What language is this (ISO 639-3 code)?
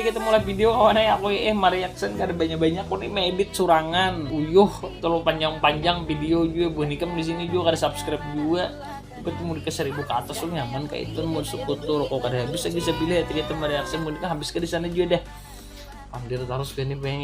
bjn